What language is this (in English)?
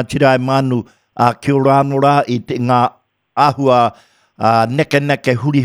Māori